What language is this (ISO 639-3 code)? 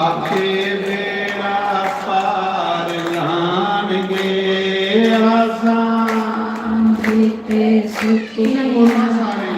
doi